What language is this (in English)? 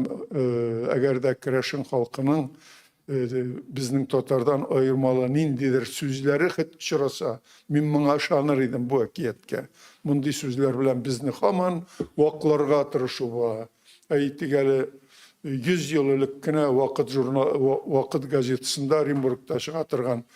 Tatar